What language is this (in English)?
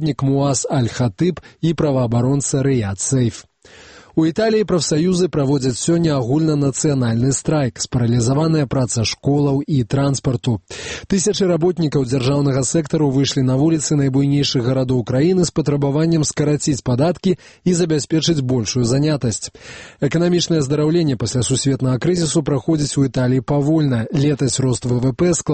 Belarusian